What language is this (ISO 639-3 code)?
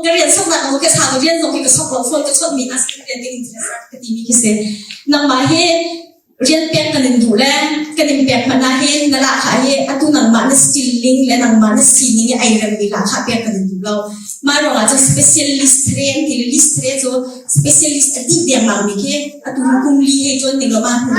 cnh